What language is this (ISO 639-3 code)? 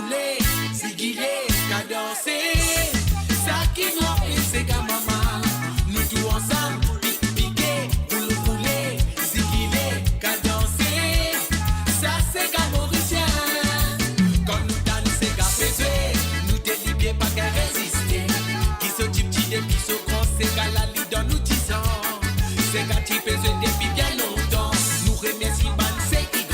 mfe